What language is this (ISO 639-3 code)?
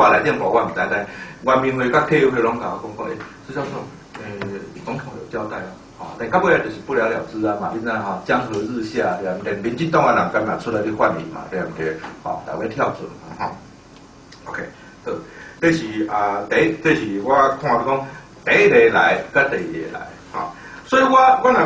nan